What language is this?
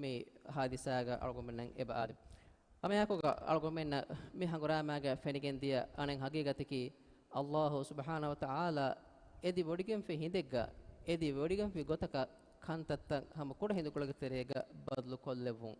Divehi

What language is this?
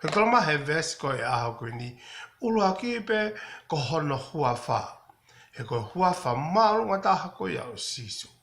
Tongan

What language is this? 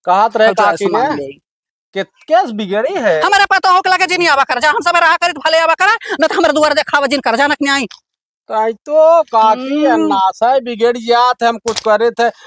Awadhi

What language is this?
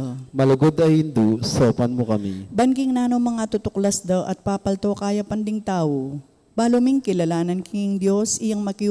Pampanga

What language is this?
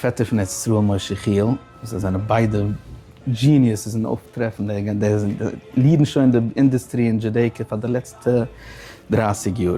Yiddish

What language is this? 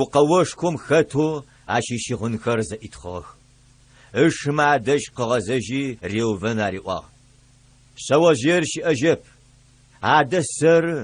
Adyghe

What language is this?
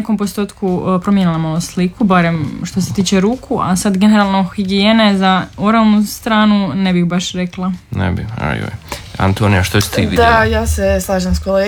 Croatian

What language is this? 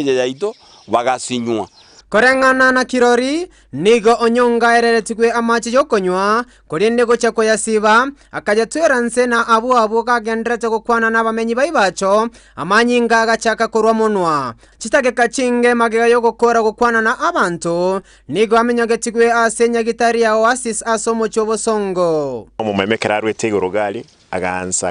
Gusii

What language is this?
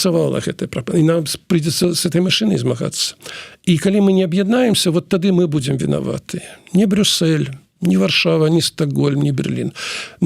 Belarusian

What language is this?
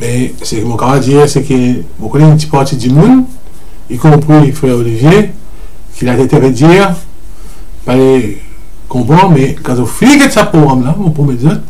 Morisyen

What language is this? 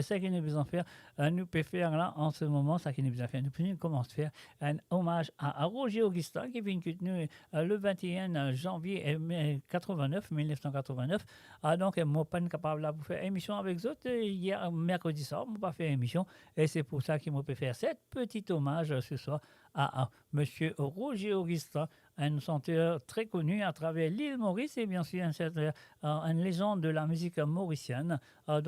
Morisyen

